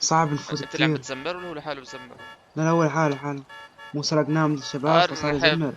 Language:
North Levantine Arabic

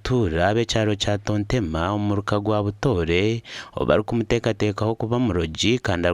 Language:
Nyankole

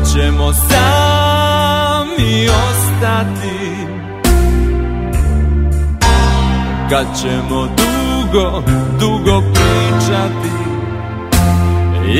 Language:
Serbian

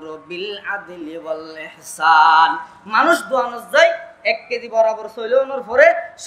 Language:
Rohingya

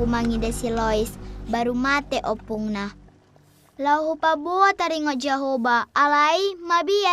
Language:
Batak Toba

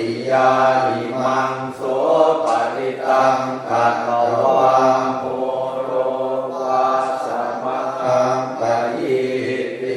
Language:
Pali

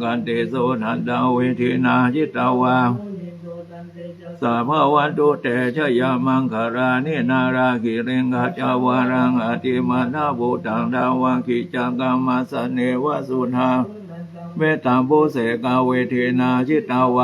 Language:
Pali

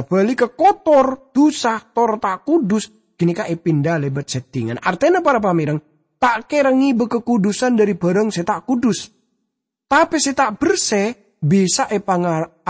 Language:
Madurese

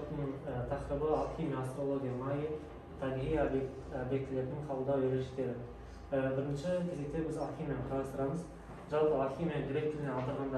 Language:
Kazakh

